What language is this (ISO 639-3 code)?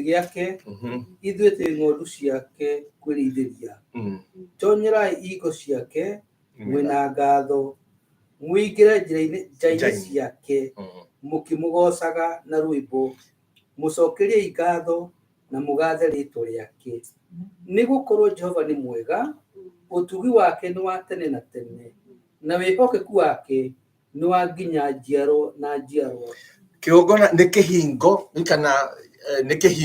kik